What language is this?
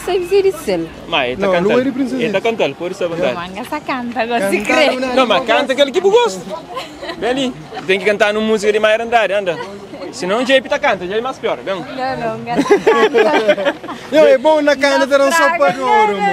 Kabuverdianu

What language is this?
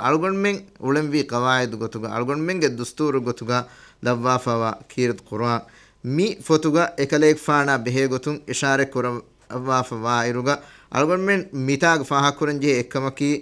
Divehi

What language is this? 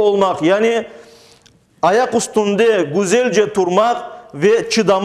Crimean Tatar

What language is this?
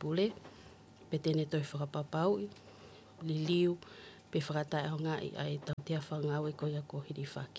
Tongan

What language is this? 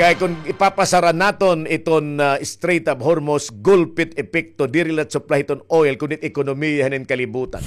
Waray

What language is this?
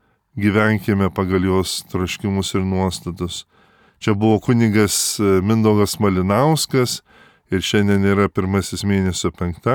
Lithuanian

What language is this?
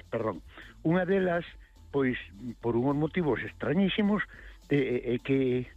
Galician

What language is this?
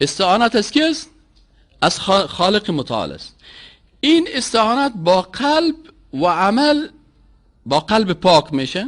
Persian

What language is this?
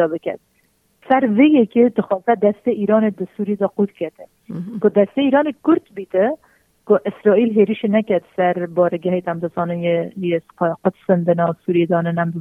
Kurdish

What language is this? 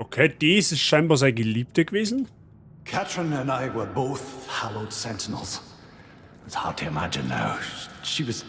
Bavarian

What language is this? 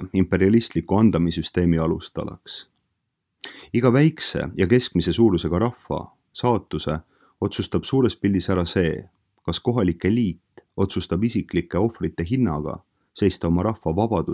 Estonian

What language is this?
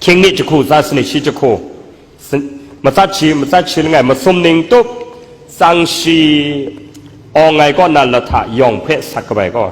Kachin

